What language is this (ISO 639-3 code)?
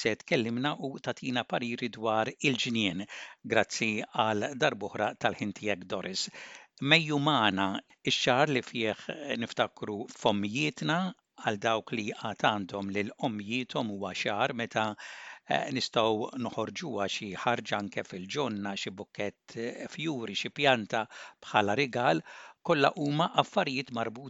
mlt